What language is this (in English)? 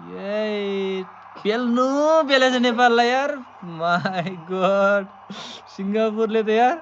Nepali